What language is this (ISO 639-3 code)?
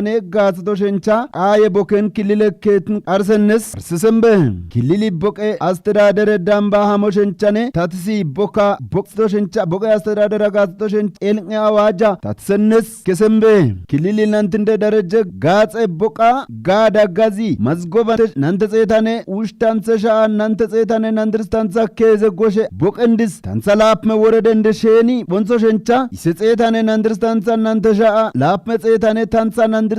kbr